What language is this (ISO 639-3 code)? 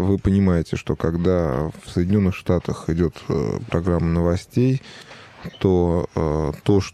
rus